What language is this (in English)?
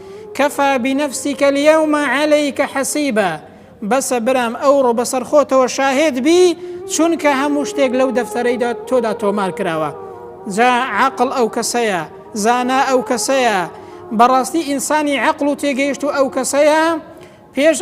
Central Kurdish